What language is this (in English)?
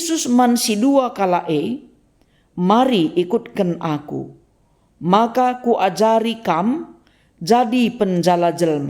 Batak Karo